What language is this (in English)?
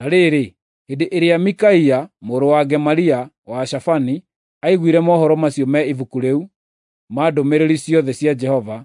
Kikuyu